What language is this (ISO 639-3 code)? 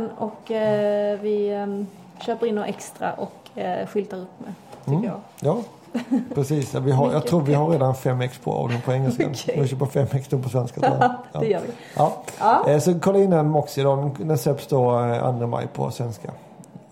swe